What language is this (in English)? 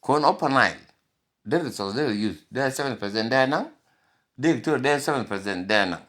Nuer